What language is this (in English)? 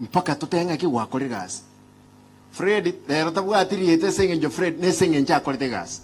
Gusii